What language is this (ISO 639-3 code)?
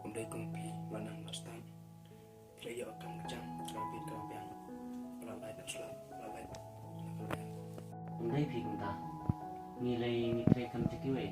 kha